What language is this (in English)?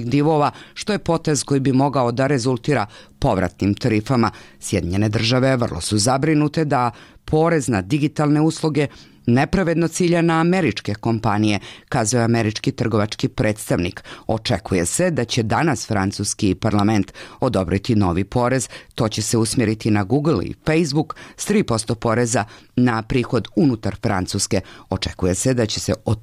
Bosnian